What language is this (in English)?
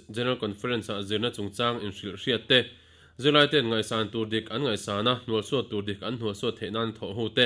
Mizo